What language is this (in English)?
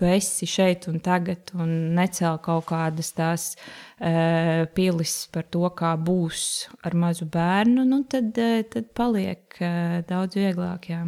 Latvian